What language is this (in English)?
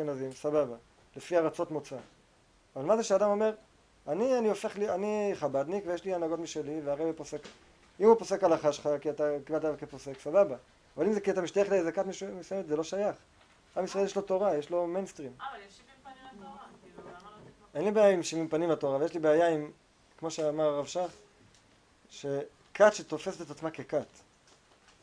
Hebrew